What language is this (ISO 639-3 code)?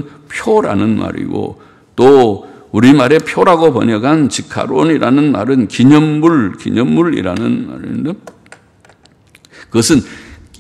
kor